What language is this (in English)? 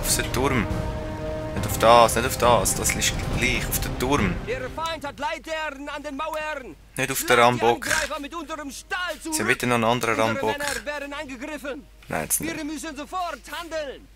Swiss German